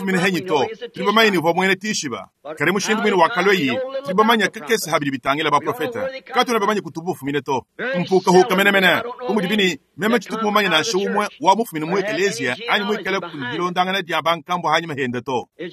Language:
Luba-Lulua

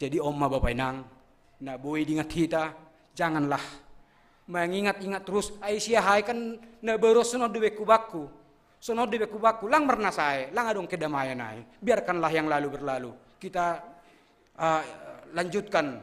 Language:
Batak Simalungun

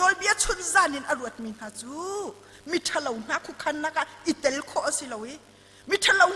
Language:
Hakha Chin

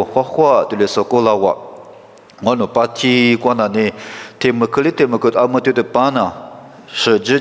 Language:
Lisu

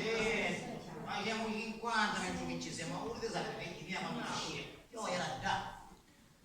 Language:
Sicilian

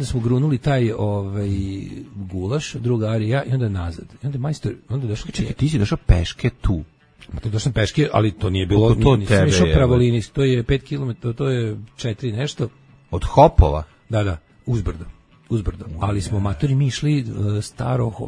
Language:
Serbian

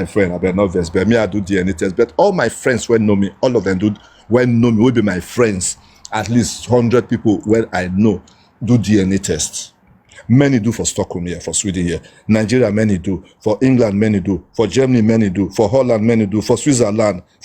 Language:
Nigerian Pidgin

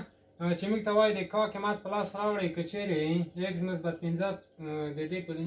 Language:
Pashto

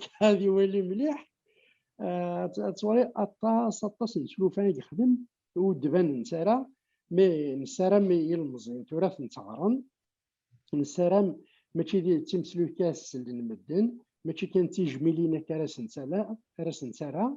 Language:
Kabyle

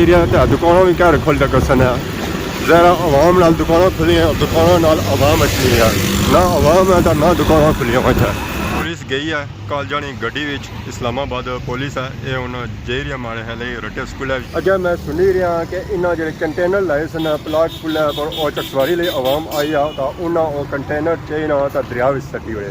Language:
Pahari-Potwari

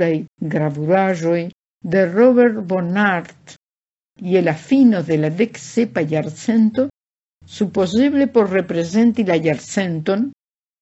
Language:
Esperanto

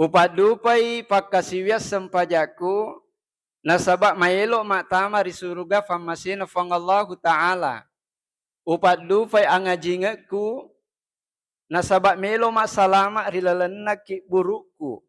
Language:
Buginese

